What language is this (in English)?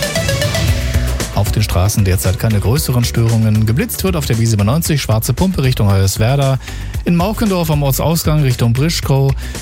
German